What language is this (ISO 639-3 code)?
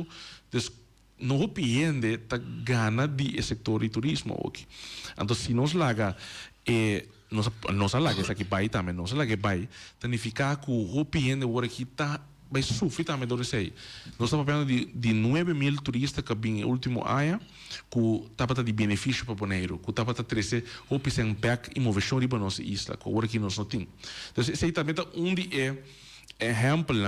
pap